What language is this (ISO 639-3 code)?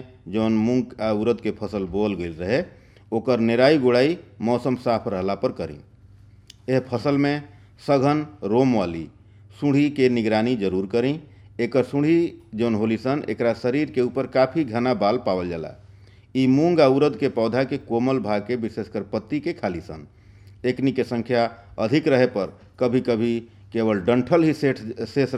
bho